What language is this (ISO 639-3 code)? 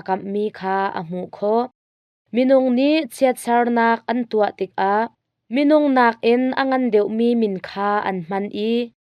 cnh